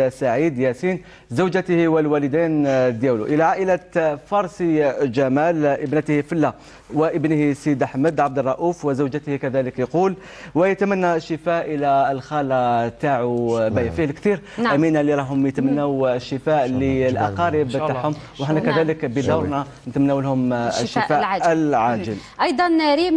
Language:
Algerian Arabic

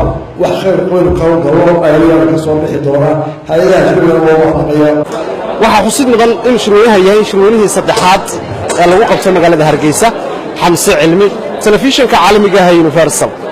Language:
Somali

